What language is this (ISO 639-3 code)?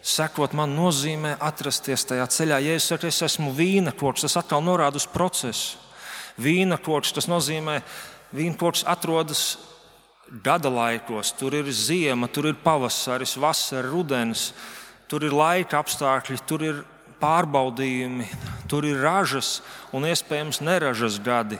lav